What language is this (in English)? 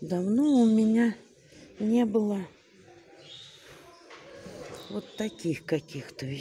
Russian